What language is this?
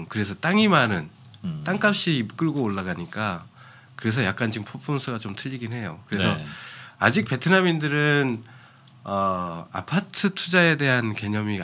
Korean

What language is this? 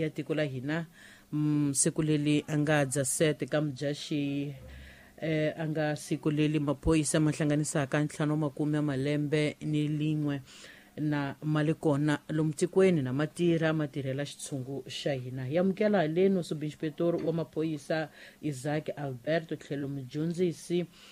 Tsonga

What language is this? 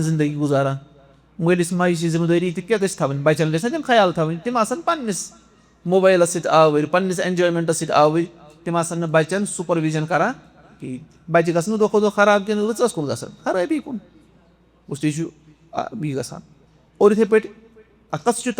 Kashmiri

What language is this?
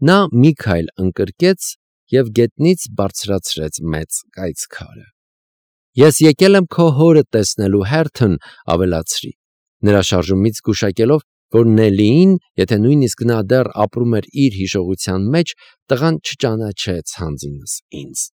Armenian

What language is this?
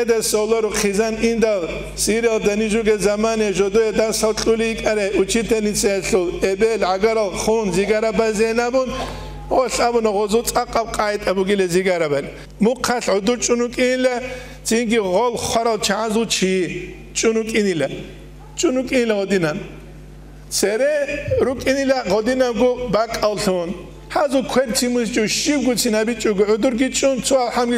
Avaric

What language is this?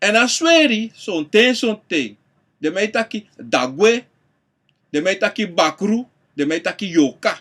Sranan Tongo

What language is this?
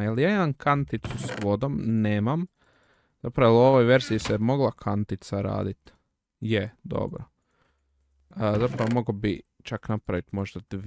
Croatian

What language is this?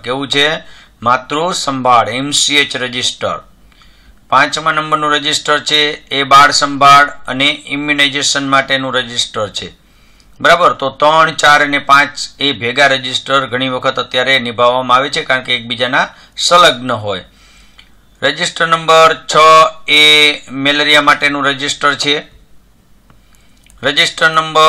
Gujarati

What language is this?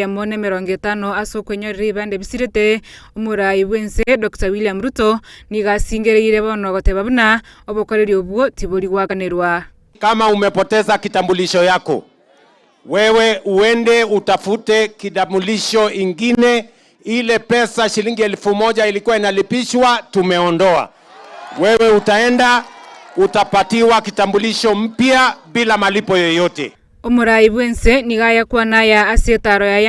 Gusii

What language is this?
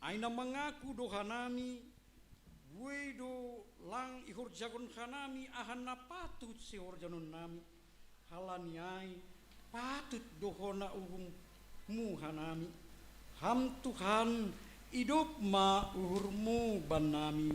Batak Simalungun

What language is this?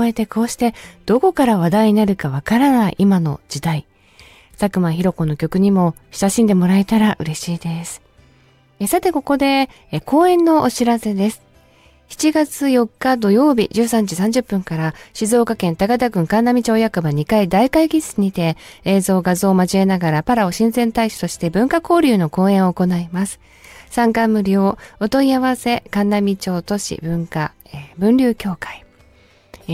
Japanese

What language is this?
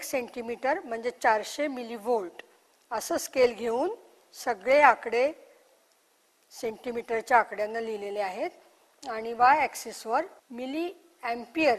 Marathi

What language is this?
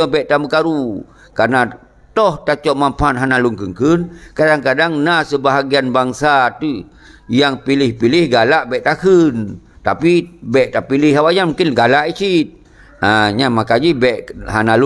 Achinese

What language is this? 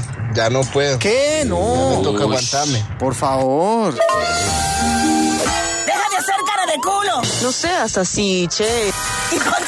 Spanish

